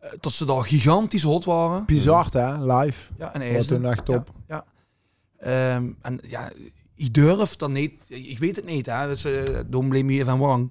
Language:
Limburgish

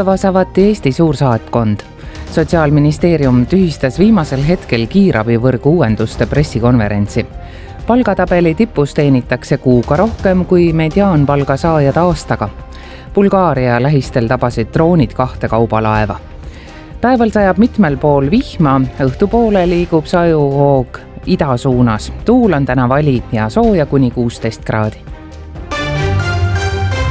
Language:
Estonian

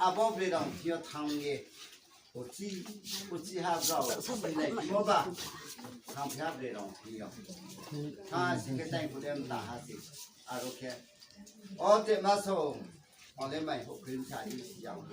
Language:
Riang (India)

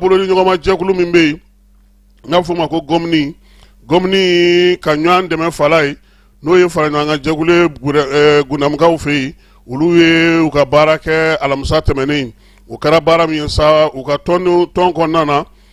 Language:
Bambara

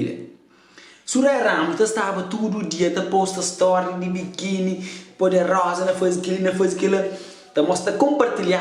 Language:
Kabuverdianu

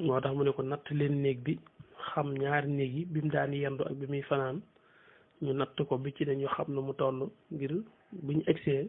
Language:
Wolof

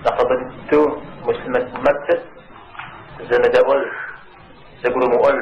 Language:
Kabardian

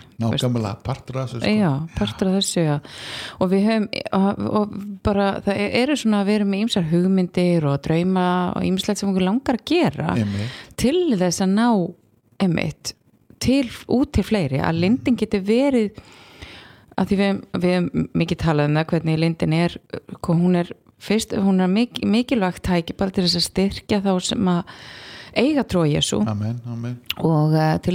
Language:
Icelandic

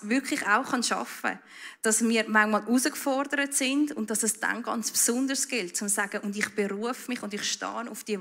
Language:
Swiss German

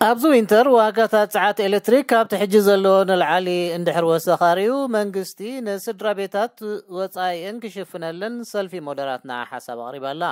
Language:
Tigrinya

